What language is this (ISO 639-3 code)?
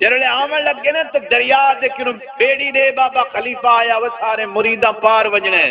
skr